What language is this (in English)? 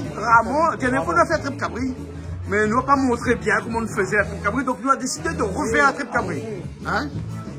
Réunion Creole French